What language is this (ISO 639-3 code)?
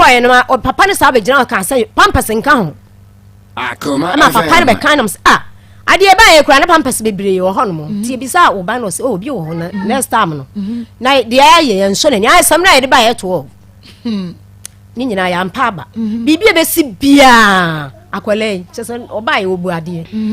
aka